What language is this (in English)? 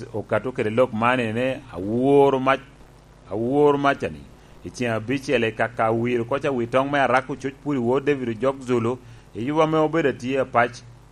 Lango (Uganda)